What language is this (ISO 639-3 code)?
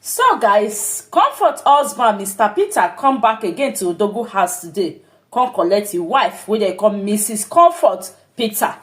pcm